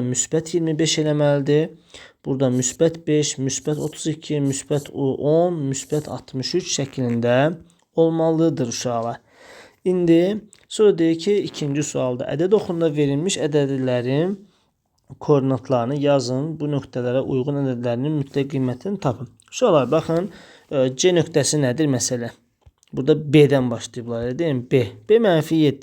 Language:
Azerbaijani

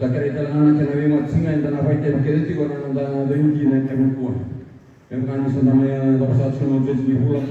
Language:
Fijian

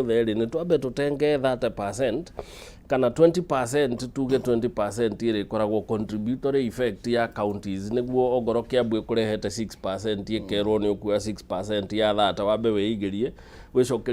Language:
Kikuyu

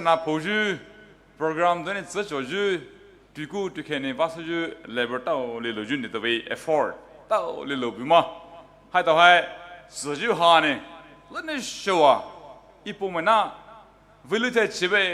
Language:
Poumei Naga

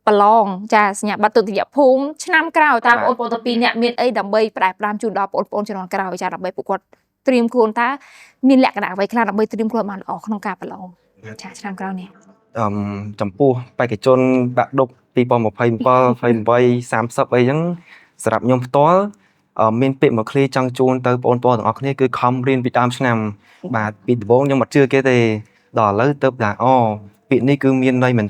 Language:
Khmer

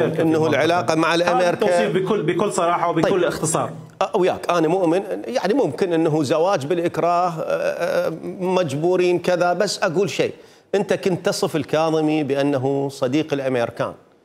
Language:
Mesopotamian Arabic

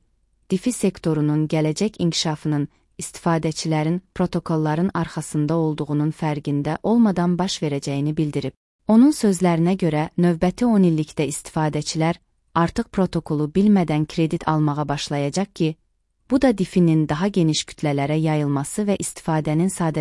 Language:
Azerbaijani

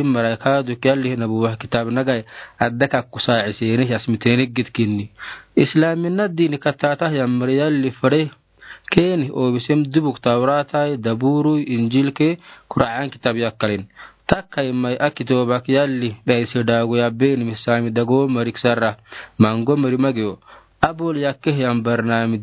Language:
Afar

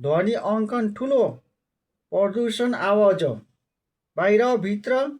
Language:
Nepali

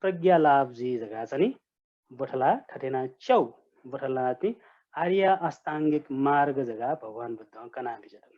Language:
Newari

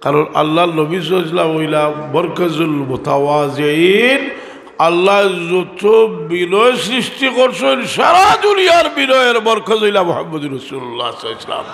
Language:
Sylheti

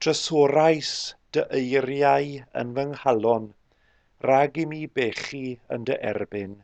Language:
Welsh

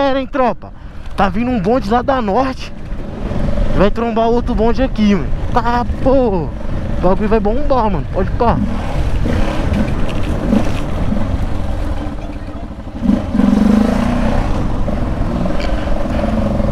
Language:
Portuguese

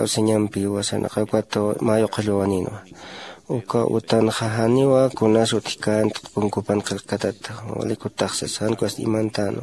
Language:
Aymara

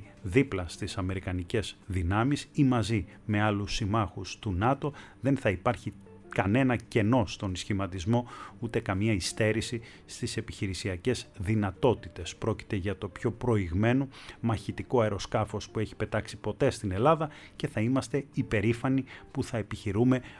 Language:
Greek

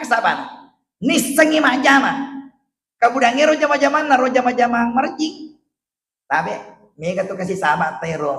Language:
Buginese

